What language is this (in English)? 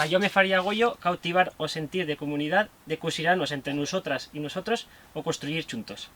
Aragonese